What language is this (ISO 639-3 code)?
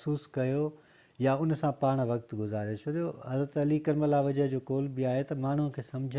snd